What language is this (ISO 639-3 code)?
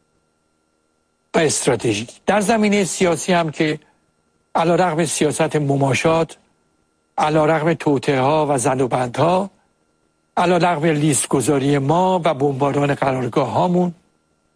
fas